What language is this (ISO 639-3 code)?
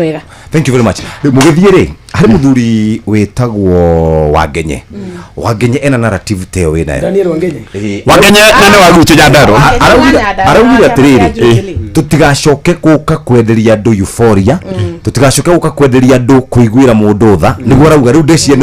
kik